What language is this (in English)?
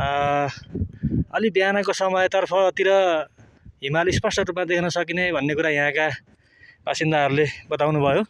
Nepali